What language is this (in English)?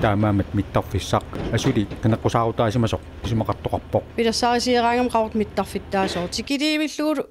Kalaallisut